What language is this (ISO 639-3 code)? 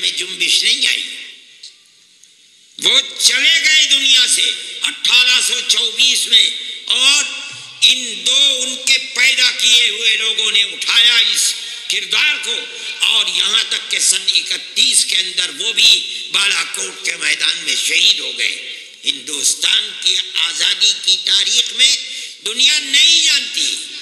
urd